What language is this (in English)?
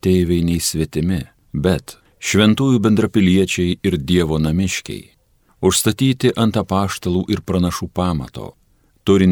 Lithuanian